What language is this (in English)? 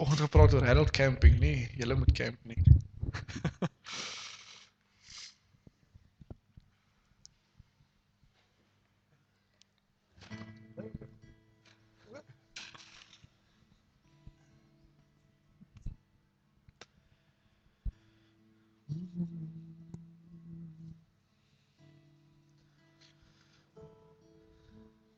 Afrikaans